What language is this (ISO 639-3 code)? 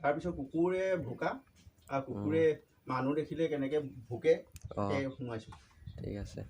asm